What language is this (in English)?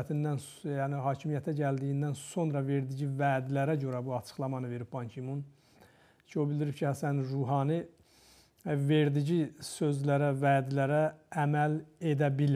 Azerbaijani